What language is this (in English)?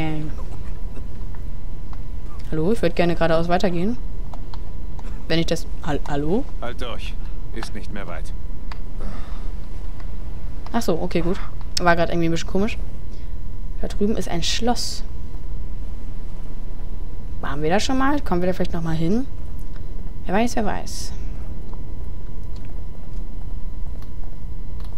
German